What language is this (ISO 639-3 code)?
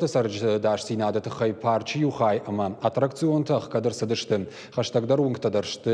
oss